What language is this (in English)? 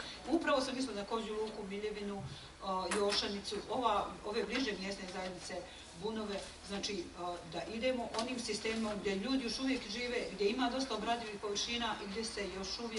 Bosnian